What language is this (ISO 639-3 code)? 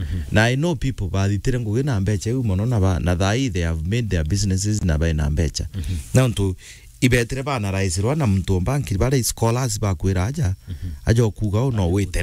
mer